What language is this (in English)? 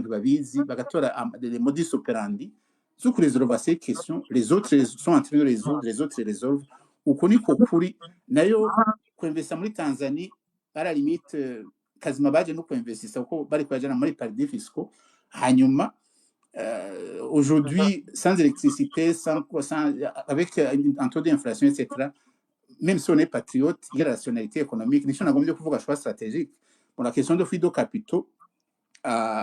Rundi